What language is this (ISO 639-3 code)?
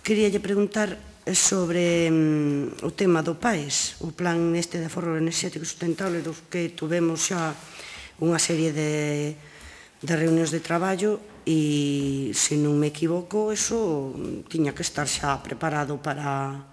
glg